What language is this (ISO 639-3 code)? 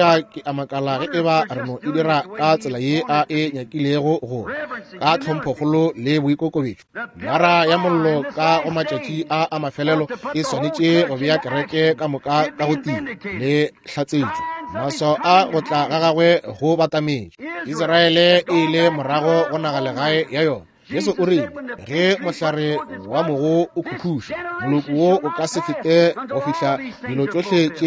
nso